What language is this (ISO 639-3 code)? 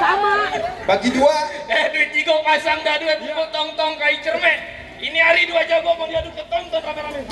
bew